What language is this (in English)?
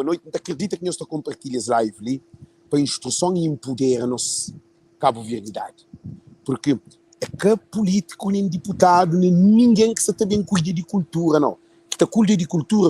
Kabuverdianu